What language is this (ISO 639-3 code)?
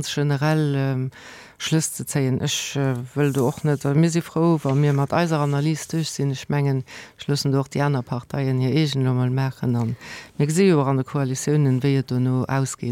ltz